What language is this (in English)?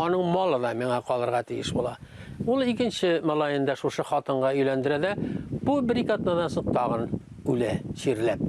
Tatar